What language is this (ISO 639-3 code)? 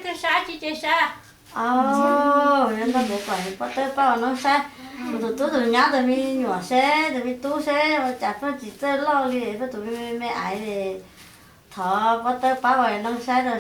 hmn